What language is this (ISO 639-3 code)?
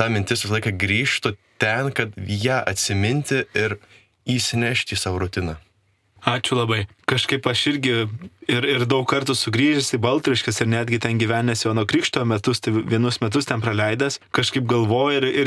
lit